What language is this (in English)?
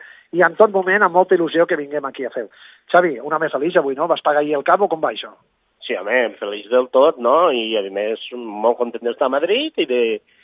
Catalan